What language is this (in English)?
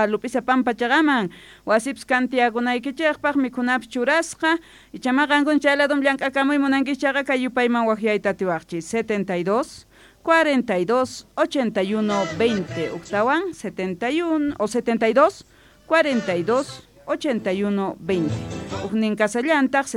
South Bolivian Quechua